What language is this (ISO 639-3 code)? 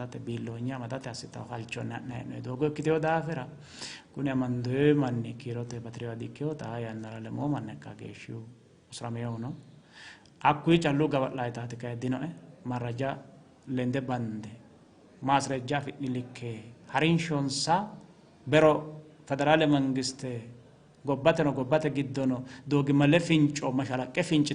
sid